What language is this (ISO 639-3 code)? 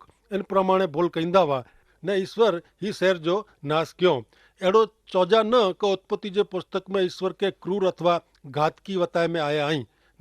kfr